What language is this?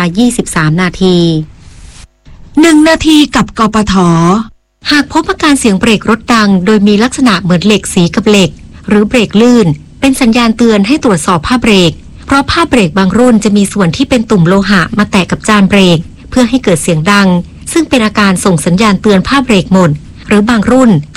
Thai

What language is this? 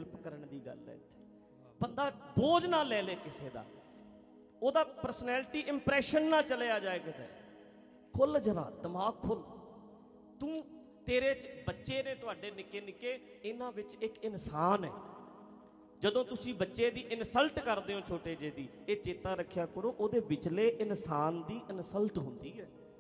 Punjabi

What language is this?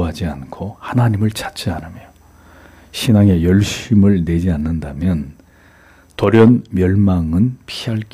Korean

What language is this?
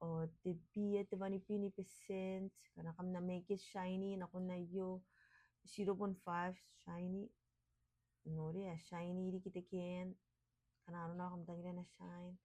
Gilbertese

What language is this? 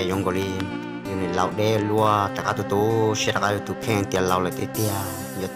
Hmong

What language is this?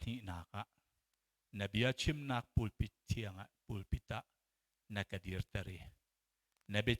Hakha Chin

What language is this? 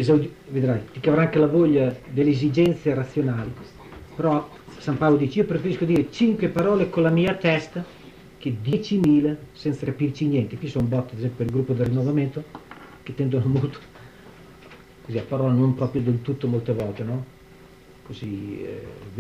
Italian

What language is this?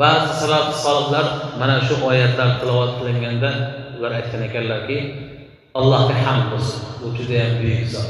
Uzbek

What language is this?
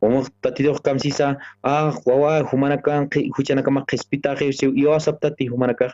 Aymara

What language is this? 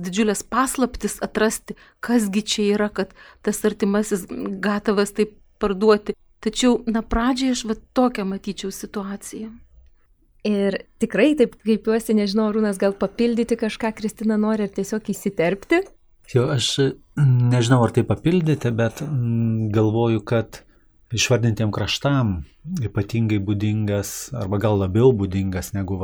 Lithuanian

